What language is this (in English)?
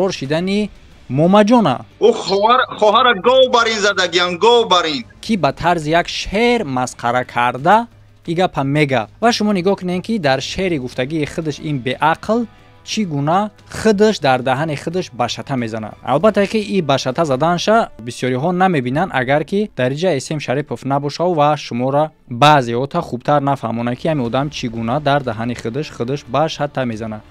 Tajik